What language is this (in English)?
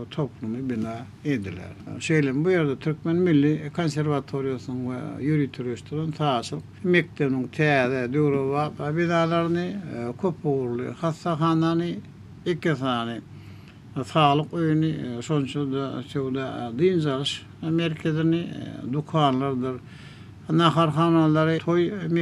Turkmen